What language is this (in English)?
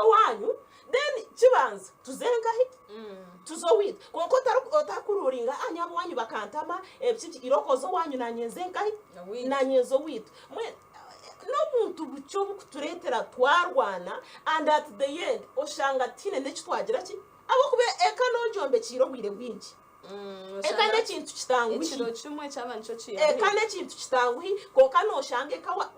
Nyankole